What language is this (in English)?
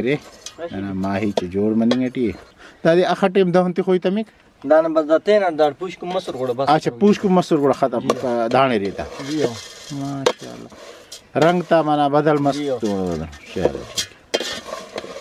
Brahui